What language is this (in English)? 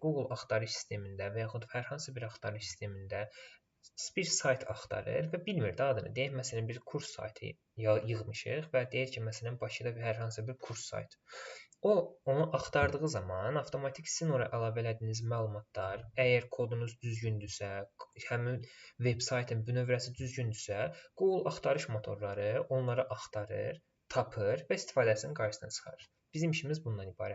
Azerbaijani